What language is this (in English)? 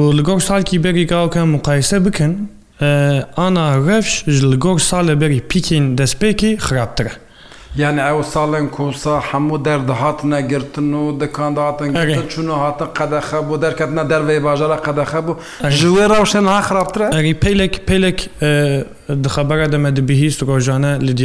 Kurdish